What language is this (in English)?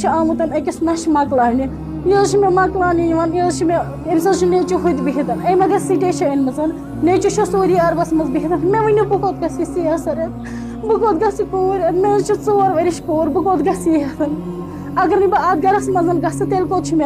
Kashmiri